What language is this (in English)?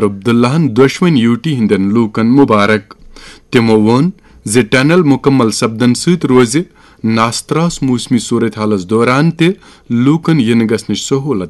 Kashmiri